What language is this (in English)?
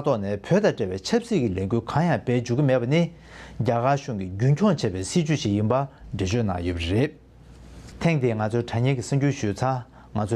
Tibetan